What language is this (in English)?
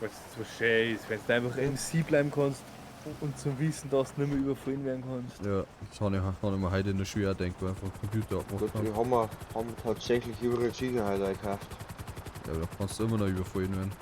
Bavarian